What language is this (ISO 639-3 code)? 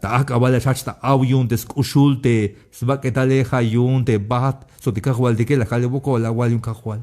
tzh